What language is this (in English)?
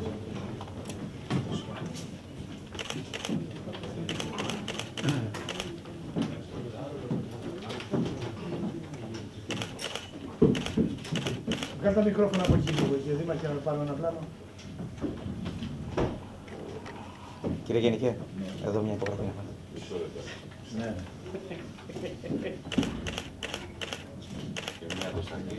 Greek